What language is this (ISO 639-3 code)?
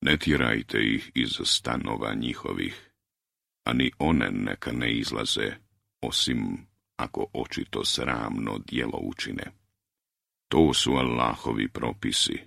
hrv